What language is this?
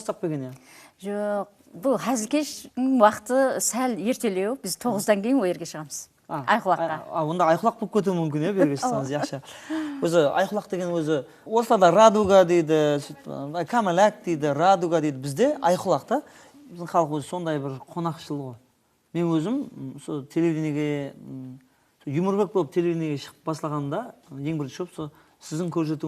Kara-Kalpak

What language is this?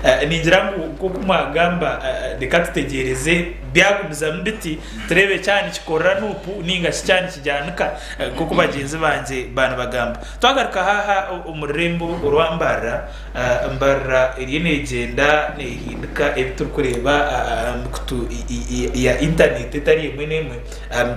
Nyankole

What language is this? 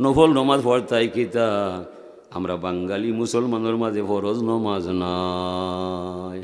Sylheti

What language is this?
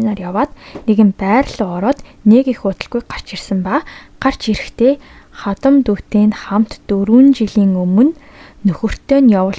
Mongolian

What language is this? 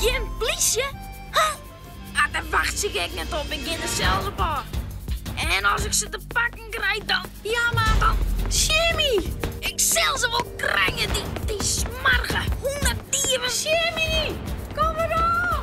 Western Frisian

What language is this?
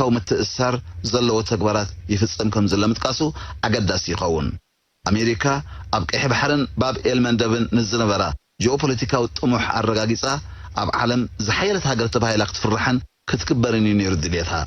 Tigrinya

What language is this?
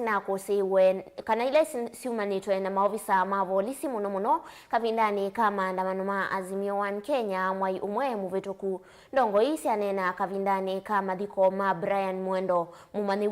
Kamba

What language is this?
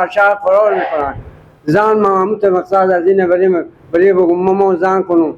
Persian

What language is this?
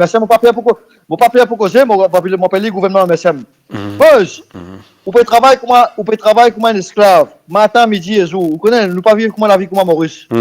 Morisyen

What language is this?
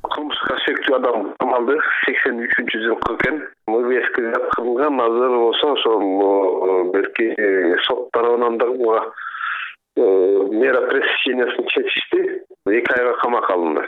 Kyrgyz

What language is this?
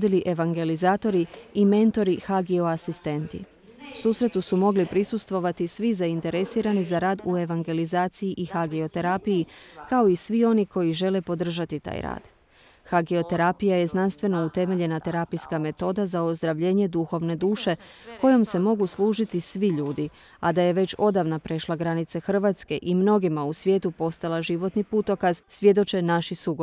Croatian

